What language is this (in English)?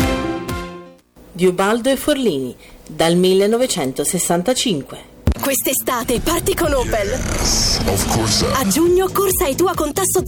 Italian